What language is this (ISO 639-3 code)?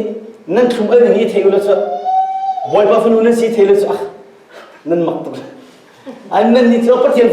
cnh